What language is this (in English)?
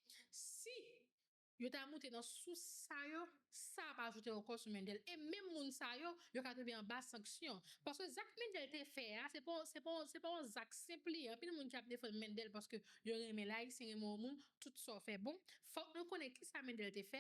Haitian Creole